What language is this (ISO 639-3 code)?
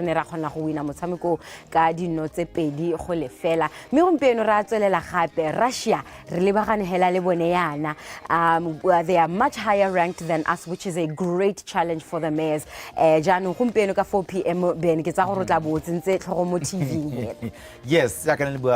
tsn